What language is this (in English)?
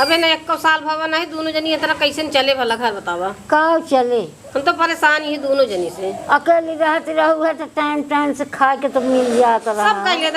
Awadhi